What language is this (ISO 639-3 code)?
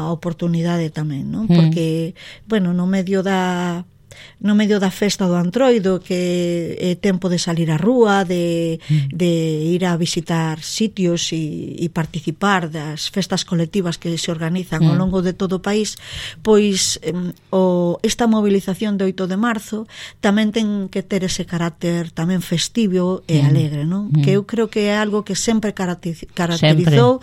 glg